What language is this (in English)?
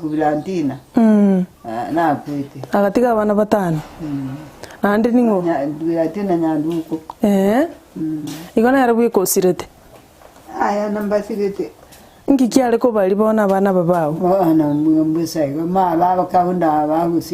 Gusii